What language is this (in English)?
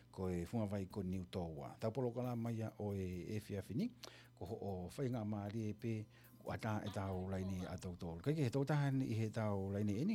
Tongan